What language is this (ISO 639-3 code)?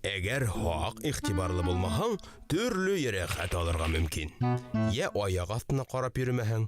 bak